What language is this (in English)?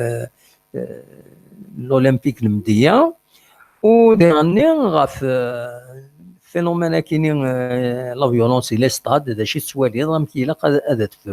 Kabyle